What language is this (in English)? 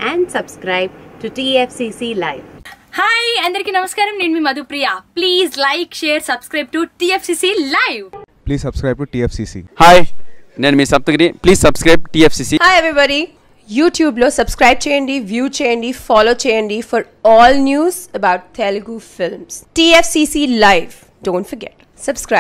Telugu